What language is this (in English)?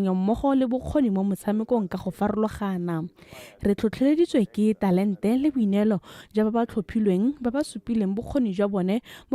Tswana